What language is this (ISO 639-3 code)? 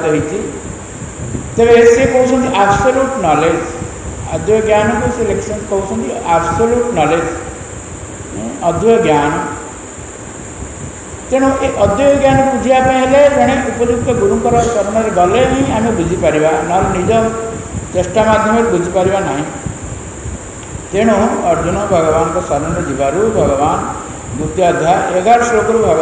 ori